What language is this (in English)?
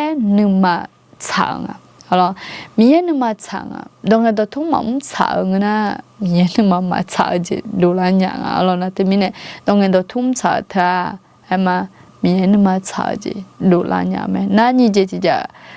Akha